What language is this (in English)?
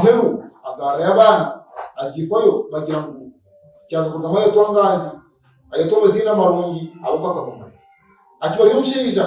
Nyankole